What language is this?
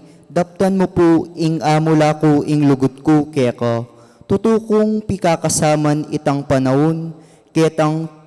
Pampanga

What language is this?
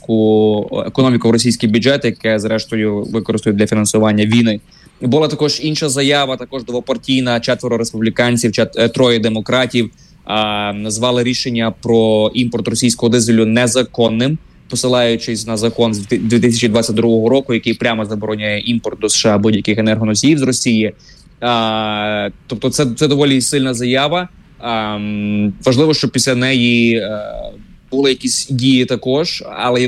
Ukrainian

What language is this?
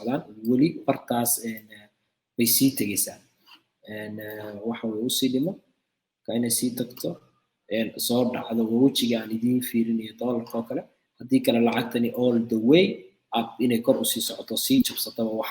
Somali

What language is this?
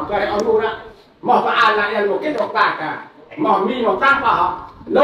Central Mnong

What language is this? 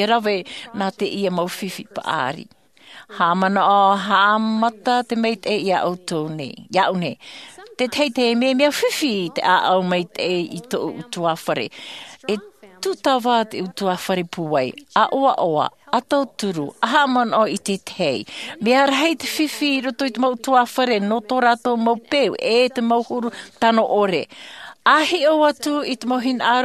Tahitian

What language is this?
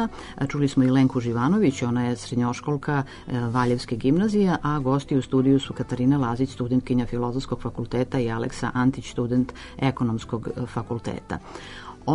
Serbian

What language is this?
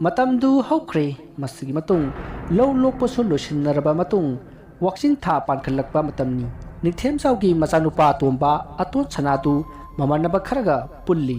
Manipuri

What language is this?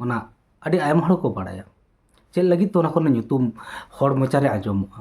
Santali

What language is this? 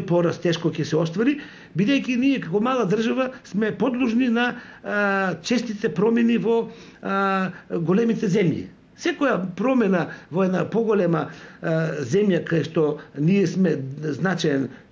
Macedonian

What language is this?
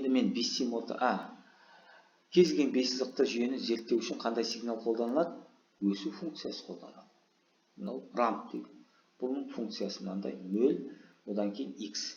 Kazakh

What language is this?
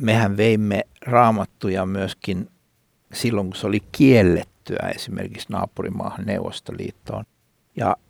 Finnish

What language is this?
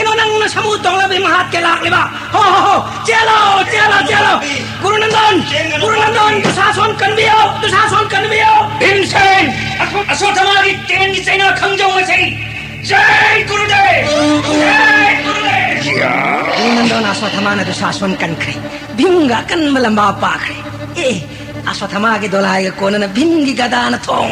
Manipuri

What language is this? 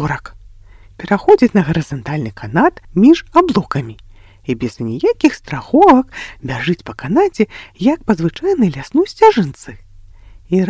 Belarusian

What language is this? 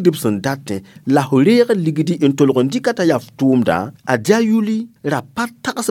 Mossi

